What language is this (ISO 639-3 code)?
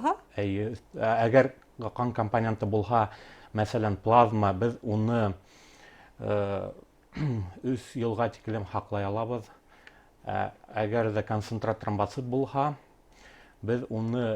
bak